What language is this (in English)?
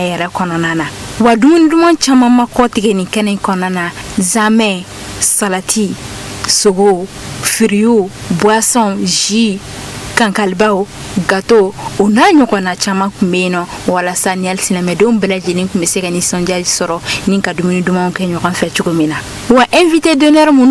Bambara